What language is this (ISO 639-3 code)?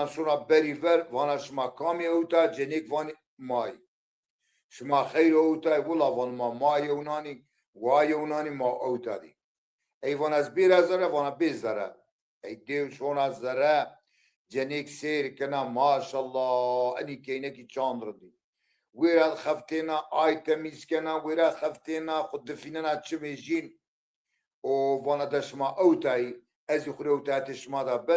zza